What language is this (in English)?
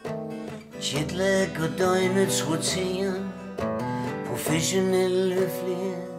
Danish